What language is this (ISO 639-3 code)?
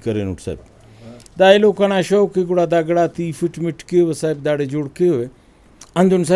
brh